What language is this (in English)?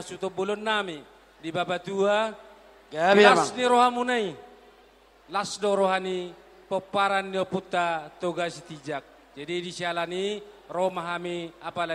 Batak Toba